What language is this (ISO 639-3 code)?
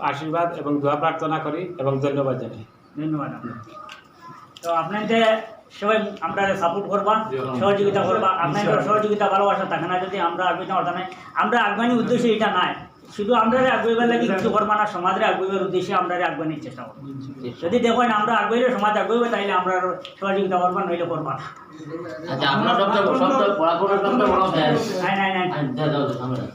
syl